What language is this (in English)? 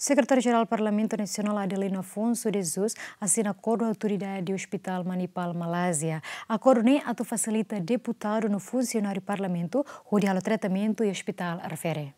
Tetum